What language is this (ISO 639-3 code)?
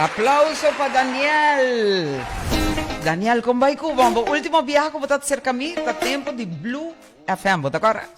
pap